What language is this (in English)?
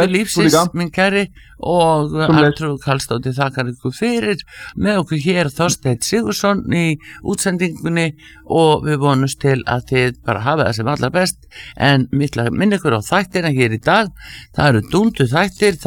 Icelandic